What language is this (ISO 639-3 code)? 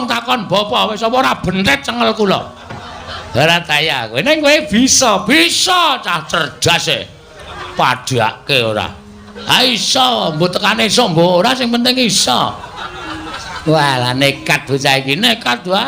jav